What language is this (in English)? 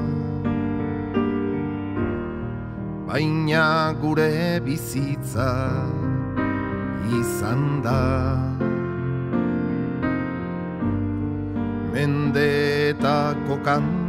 Basque